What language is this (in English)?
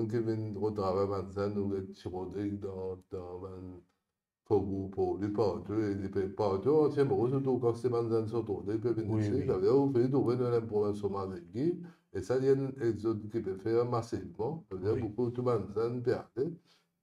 Morisyen